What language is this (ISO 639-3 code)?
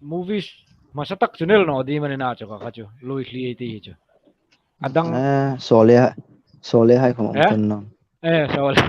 hmr